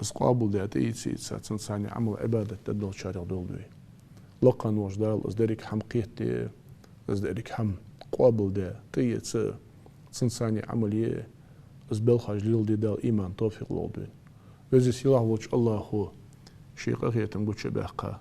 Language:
Ingush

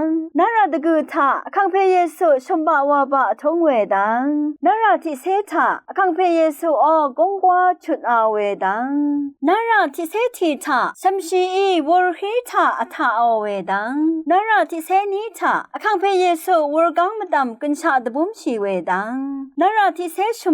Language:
Rawang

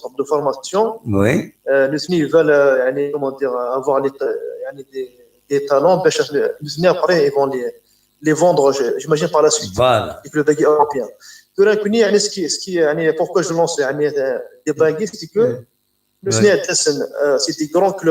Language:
Kabyle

